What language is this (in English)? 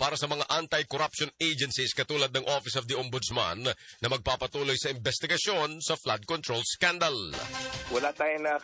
Filipino